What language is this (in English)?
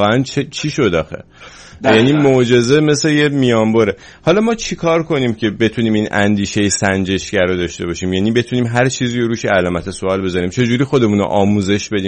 Persian